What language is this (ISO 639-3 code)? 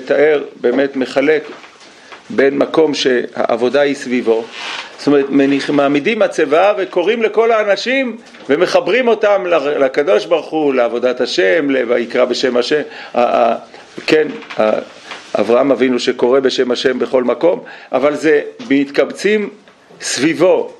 heb